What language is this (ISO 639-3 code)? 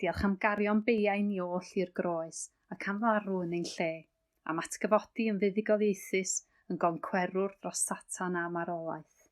cym